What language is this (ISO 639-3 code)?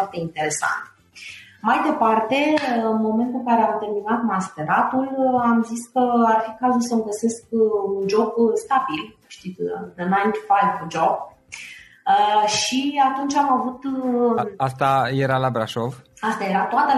ron